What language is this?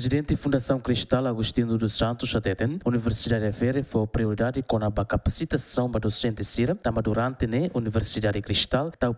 Tetum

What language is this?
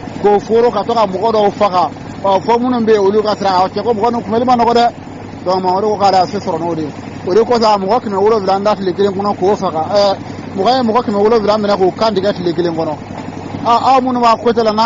Bambara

